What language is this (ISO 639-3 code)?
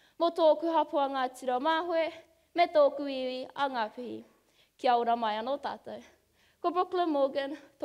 mri